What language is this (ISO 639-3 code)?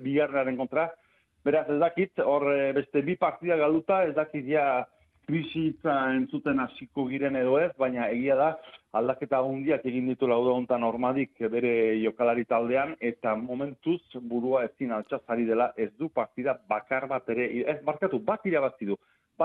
eus